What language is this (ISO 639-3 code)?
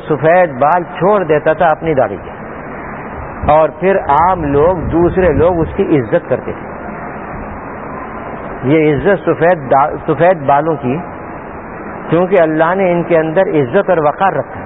urd